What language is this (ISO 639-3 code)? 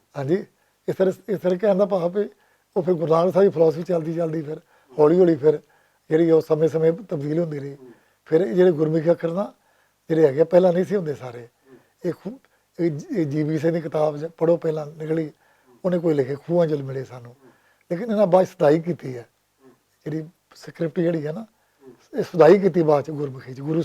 lah